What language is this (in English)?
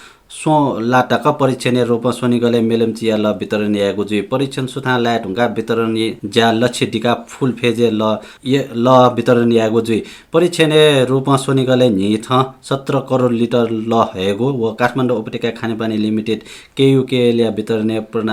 Newari